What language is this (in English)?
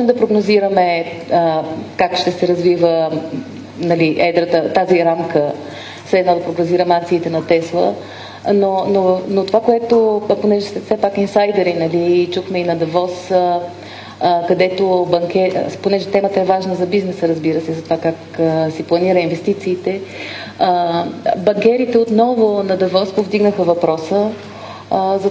Bulgarian